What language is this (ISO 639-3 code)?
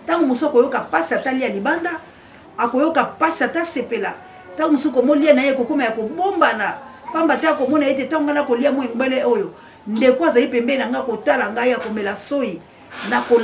lin